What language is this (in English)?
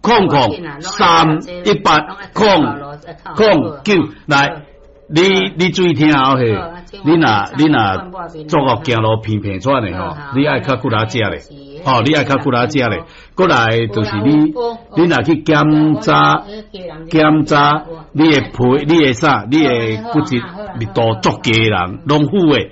Min Nan Chinese